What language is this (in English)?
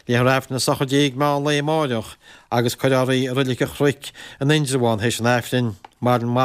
Irish